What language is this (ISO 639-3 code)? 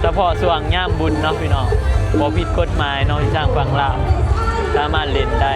tts